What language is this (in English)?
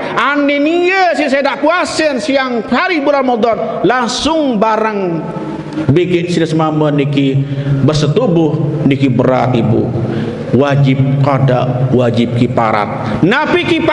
Sasak